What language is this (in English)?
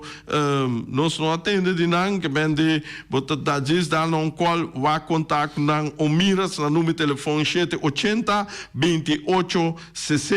Papiamento